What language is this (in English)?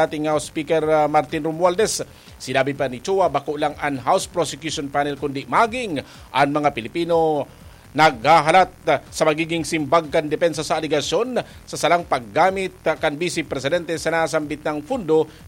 Bikol